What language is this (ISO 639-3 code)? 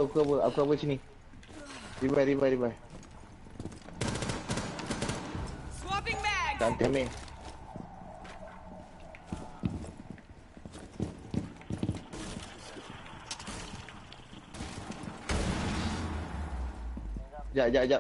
msa